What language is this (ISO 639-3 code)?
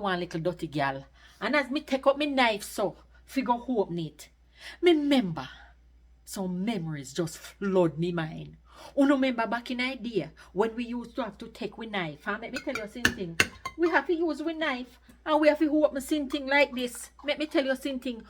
jam